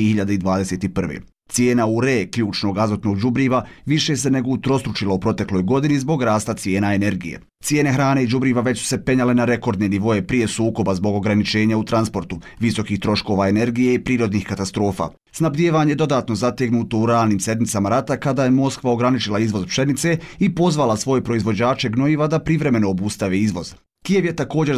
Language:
Bosnian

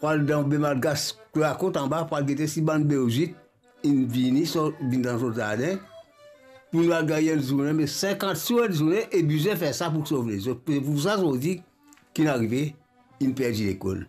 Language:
Morisyen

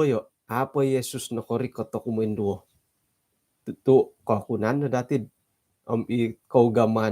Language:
Central Dusun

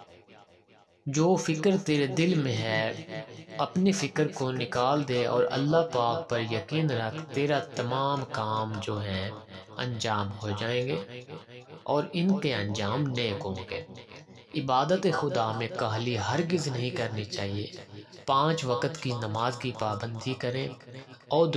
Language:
Urdu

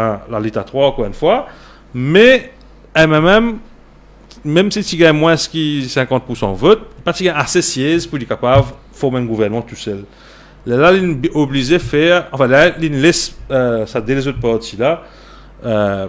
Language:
Morisyen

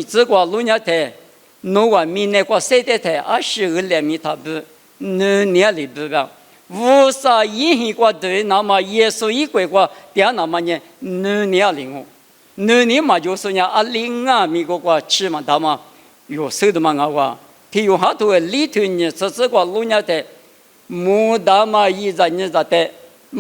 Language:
Lisu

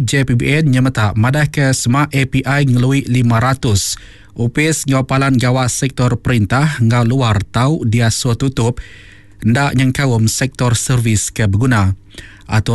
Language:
Iban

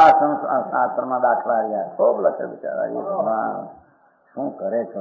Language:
Gujarati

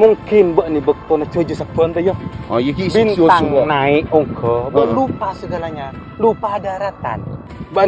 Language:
Madurese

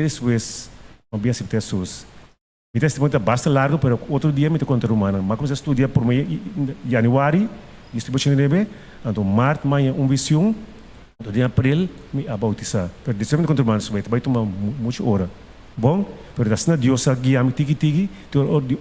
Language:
Papiamento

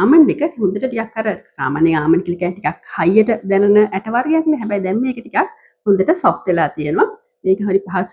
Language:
Sinhala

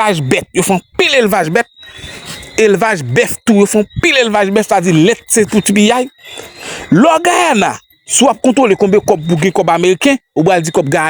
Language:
Haitian Creole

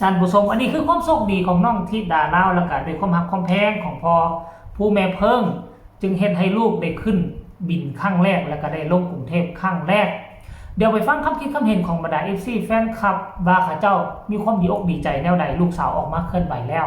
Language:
Northeastern Thai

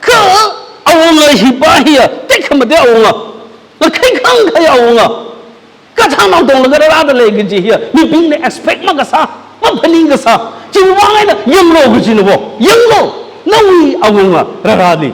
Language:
Tangkhul Naga (India)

